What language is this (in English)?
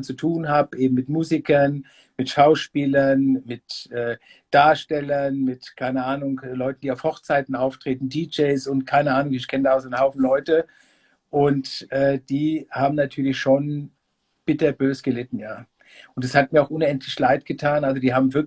Bavarian